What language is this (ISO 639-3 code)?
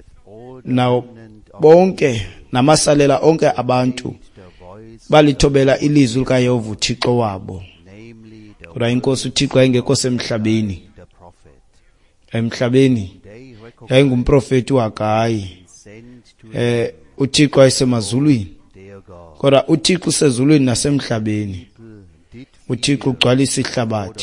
xho